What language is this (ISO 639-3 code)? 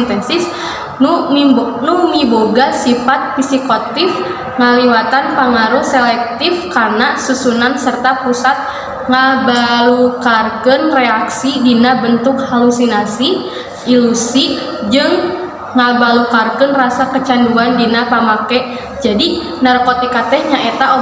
sun